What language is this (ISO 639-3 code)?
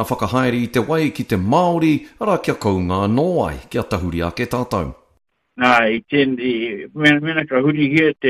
mri